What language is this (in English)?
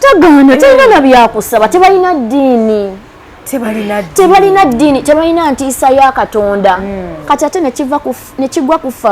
Ganda